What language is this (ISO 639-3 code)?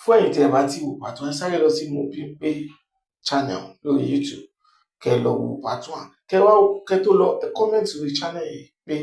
yor